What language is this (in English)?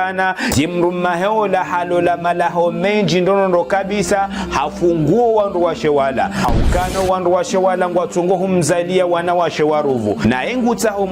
Ngazidja Comorian